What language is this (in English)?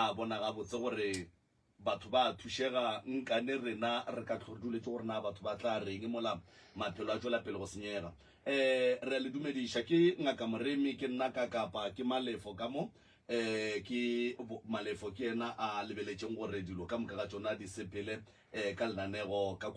Northern Sotho